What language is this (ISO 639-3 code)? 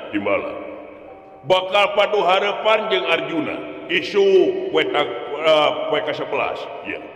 sun